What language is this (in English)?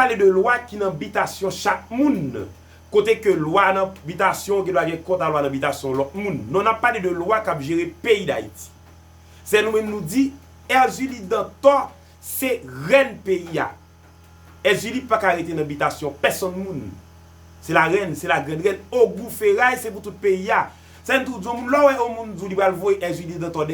Haitian Creole